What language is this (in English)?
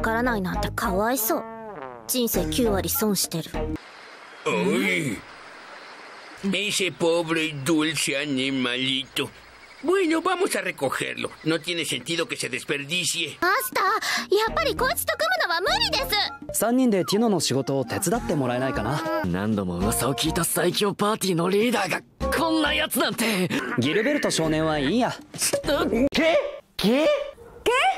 Japanese